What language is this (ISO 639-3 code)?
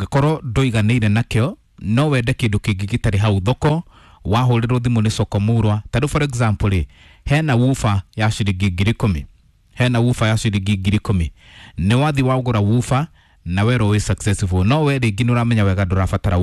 kik